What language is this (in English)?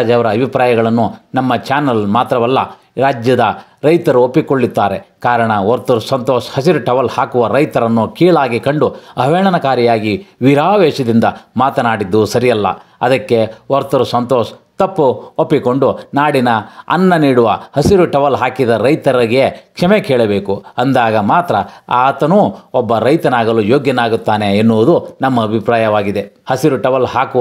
Kannada